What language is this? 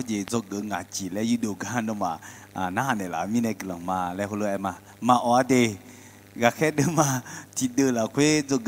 Akha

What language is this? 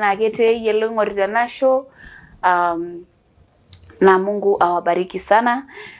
Masai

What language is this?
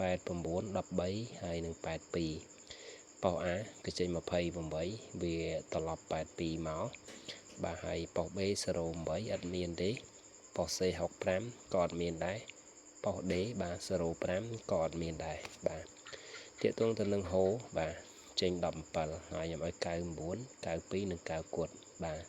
Khmer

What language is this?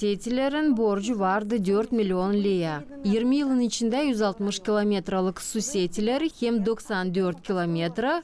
Gagauz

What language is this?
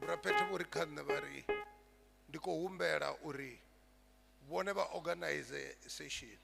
Venda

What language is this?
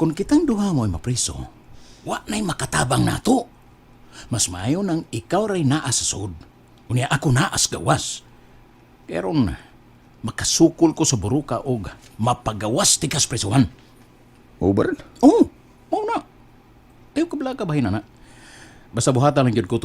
Cebuano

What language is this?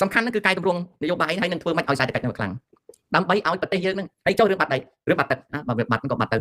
Khmer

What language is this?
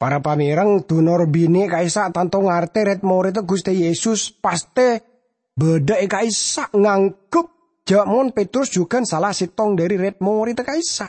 Madurese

